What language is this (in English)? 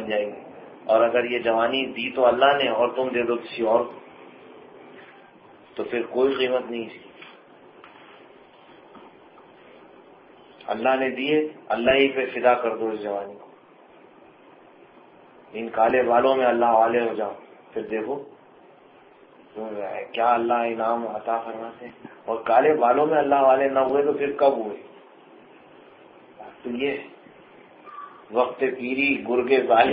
Urdu